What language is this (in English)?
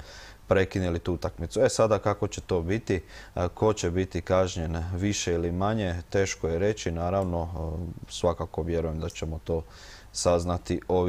Croatian